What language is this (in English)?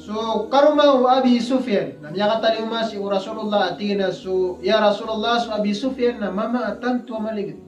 Maranao